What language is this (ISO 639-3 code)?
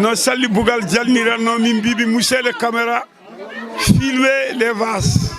ful